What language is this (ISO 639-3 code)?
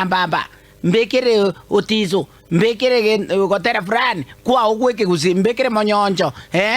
guz